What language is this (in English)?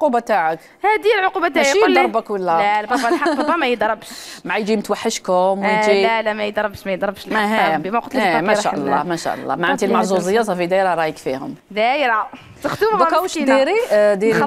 Algerian Arabic